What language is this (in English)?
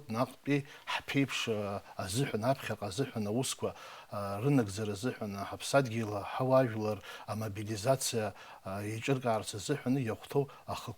Abkhazian